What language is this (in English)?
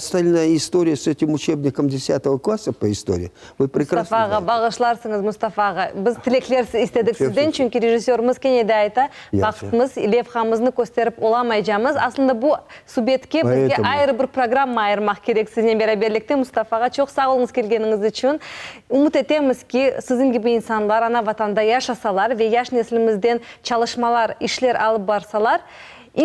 Crimean Tatar